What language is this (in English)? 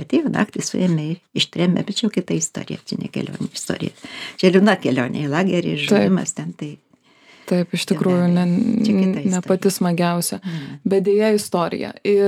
Lithuanian